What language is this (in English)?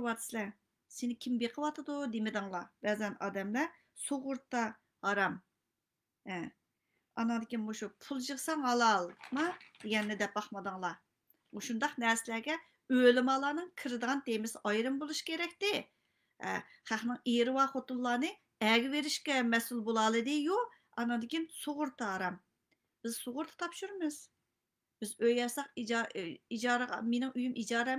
Uyghur